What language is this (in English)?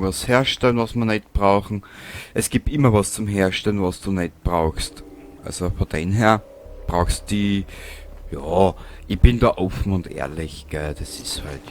Bavarian